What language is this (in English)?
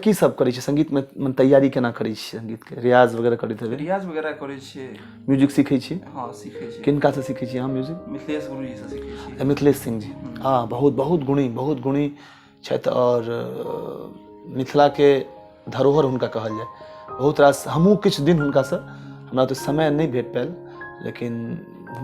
Maithili